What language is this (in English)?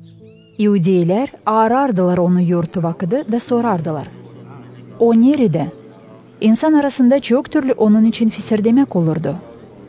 Gagauz